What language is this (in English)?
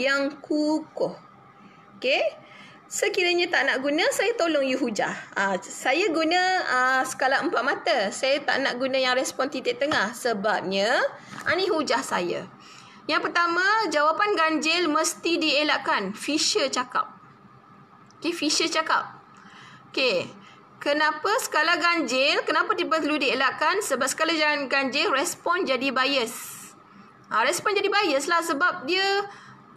Malay